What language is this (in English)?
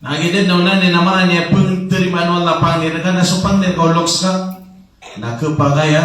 Maranao